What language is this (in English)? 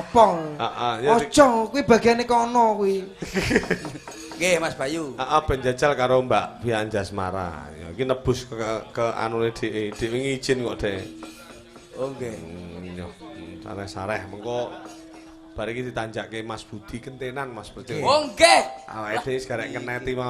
Javanese